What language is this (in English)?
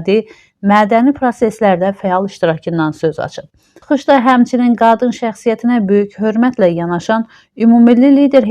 Azerbaijani